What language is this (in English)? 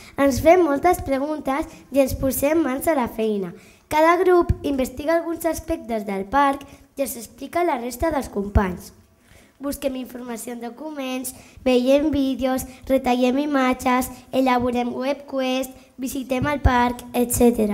Catalan